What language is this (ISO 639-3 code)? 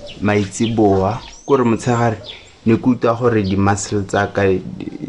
tsn